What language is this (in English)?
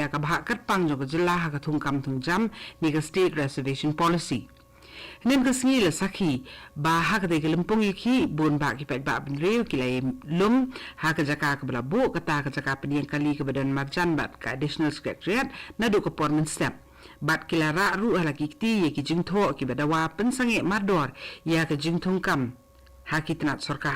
Khasi